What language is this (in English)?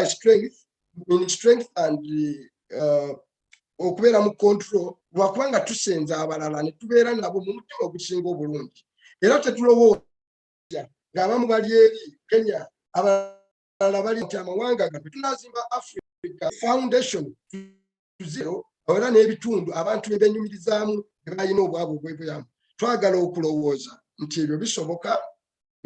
Ganda